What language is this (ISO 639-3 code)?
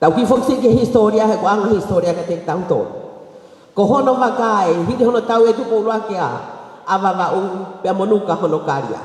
ton